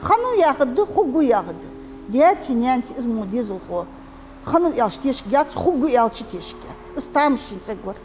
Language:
Ingush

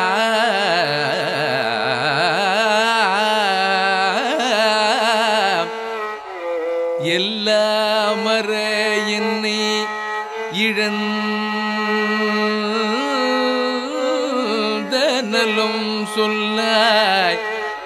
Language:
Tamil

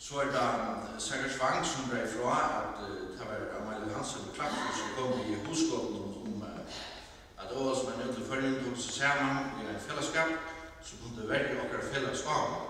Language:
Faroese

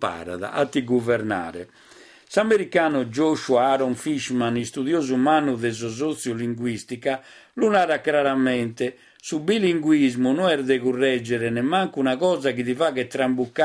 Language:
Sardinian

